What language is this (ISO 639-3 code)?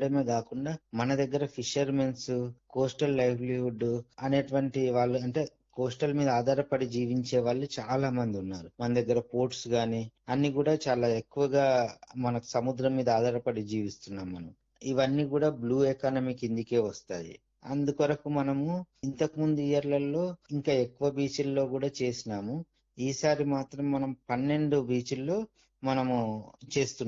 tel